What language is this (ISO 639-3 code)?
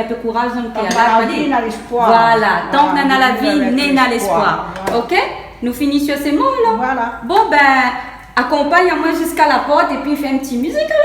rcf